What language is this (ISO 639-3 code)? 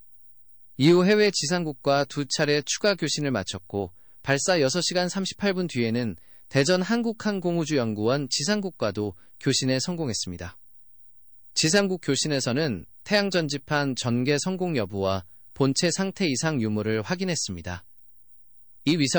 kor